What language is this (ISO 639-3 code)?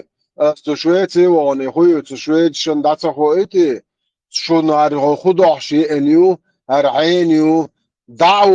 che